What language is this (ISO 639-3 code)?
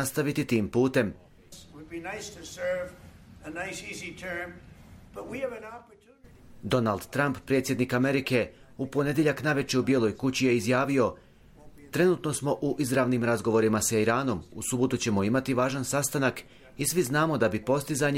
bos